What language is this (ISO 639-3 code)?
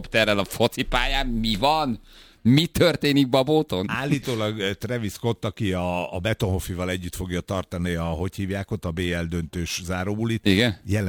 hun